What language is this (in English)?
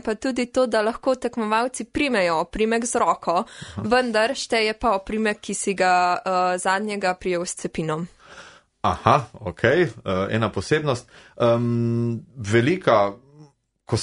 Slovenian